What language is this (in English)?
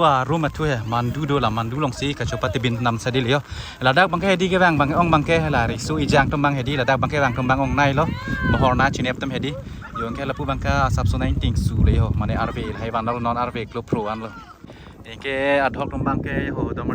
Karbi